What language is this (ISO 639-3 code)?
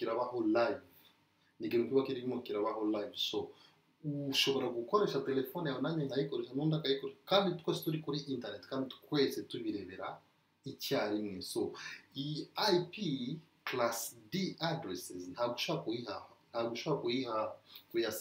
kin